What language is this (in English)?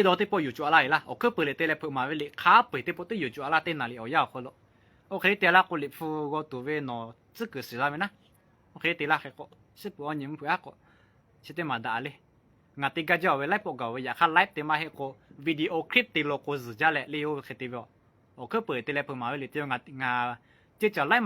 Lahu